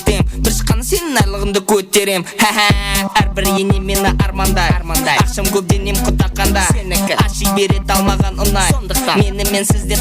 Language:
Kara-Kalpak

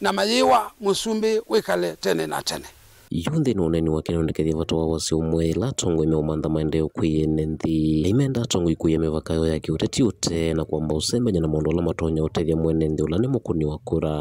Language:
Kamba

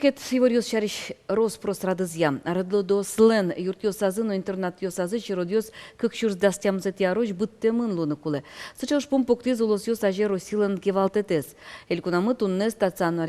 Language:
Udmurt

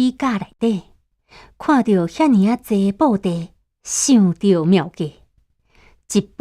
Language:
Min Nan Chinese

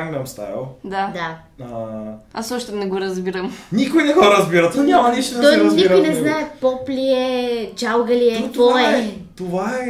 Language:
Bulgarian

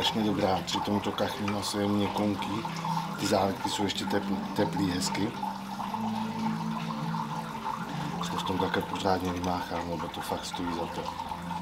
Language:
Czech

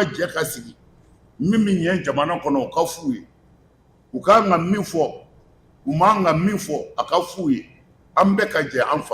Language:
Bambara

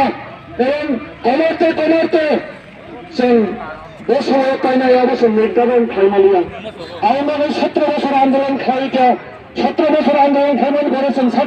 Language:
Kok Borok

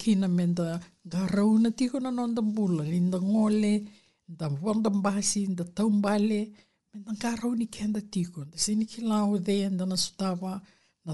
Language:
Fijian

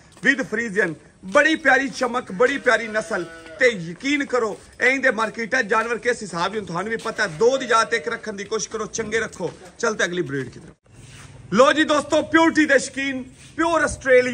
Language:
Punjabi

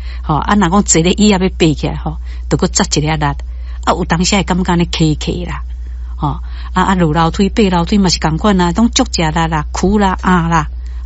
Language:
Min Nan Chinese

